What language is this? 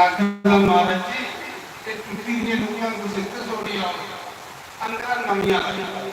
Dogri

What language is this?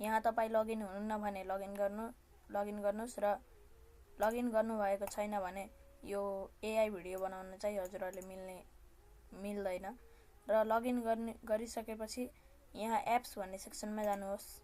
Nepali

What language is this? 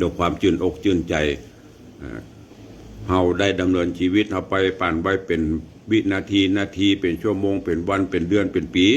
Northern Thai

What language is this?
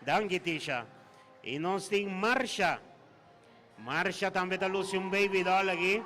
Papiamento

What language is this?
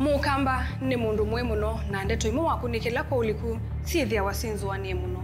Kamba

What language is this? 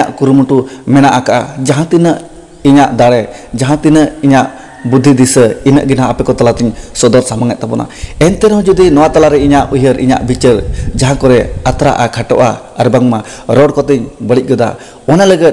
Santali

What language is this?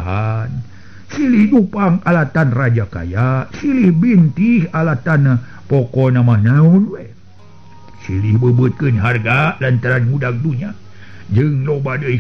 Sundanese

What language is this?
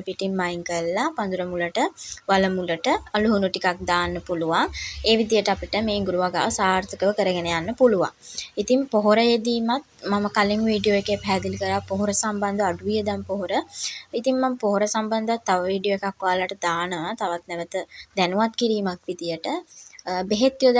Sinhala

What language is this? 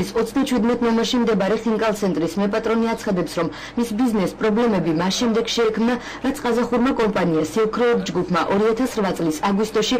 Georgian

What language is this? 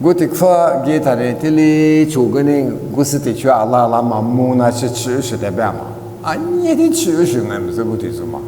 Lisu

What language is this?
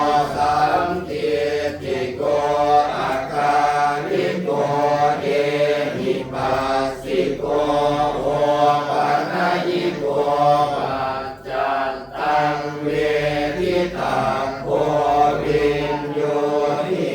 Pali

